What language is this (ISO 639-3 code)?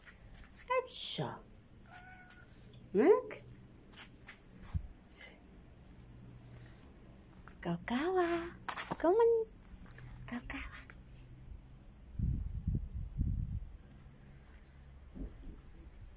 ara